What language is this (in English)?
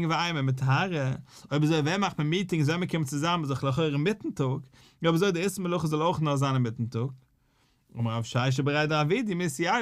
Yiddish